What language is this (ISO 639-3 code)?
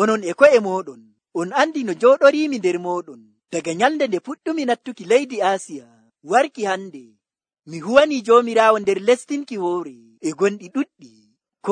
fuv